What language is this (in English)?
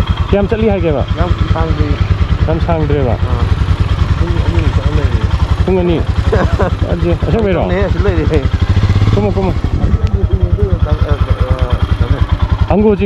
Manipuri